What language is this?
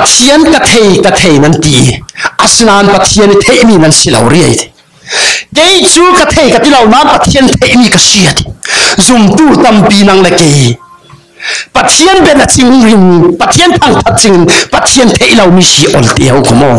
Falam Chin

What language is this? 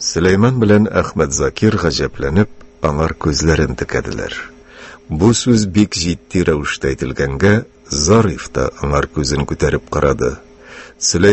Tatar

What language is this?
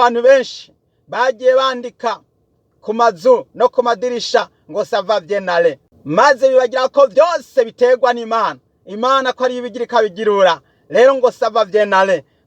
Rundi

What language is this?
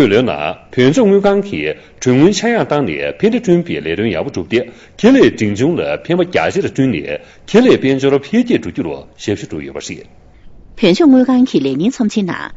Tibetan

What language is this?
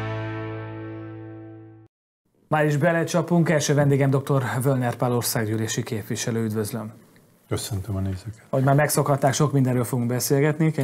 Hungarian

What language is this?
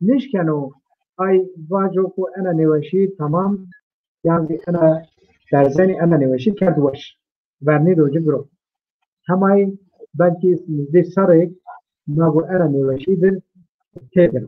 Zaza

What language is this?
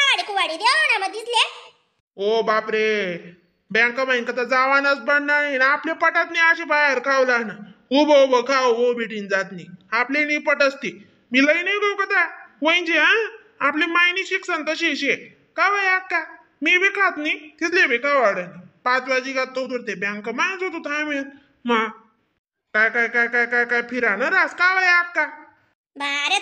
Khandesi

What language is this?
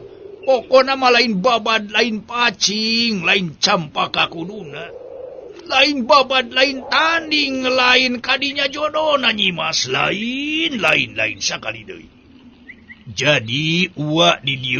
Sundanese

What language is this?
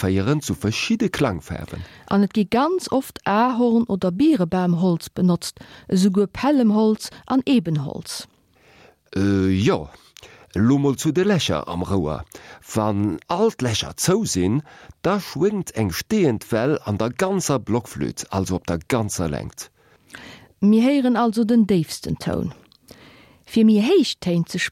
Luxembourgish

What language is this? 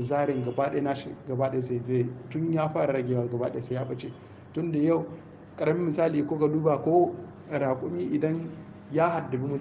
Hausa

